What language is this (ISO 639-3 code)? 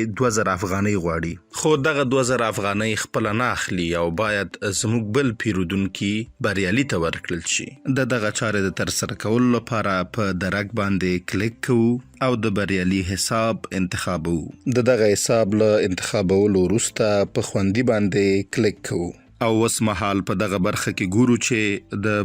pus